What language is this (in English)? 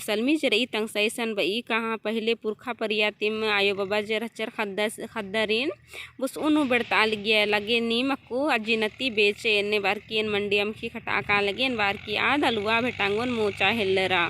Kurukh